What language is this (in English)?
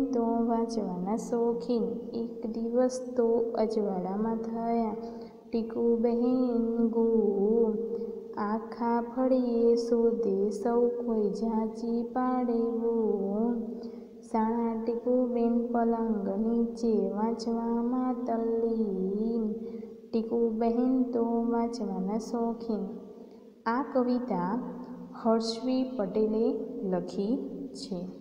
Gujarati